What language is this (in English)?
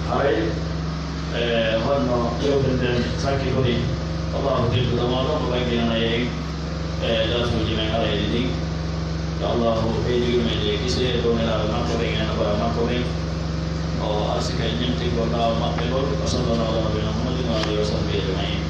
Pular